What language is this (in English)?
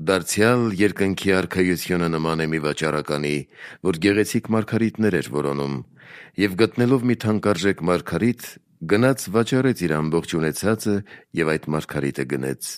Armenian